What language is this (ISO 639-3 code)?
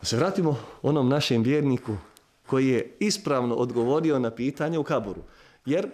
bos